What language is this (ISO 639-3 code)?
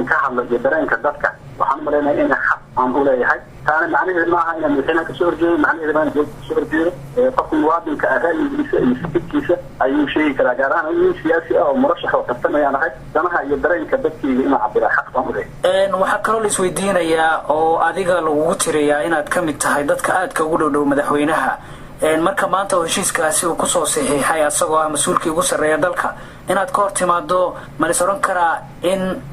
som